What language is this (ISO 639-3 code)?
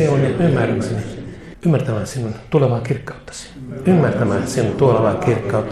fin